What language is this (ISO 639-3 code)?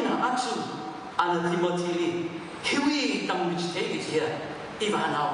nmf